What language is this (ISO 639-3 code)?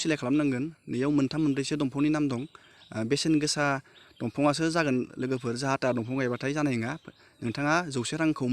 brx